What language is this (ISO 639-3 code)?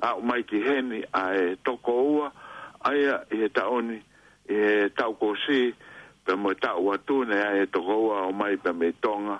ton